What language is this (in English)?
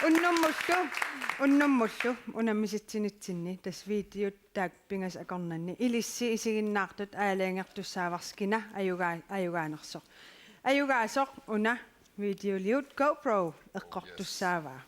Kalaallisut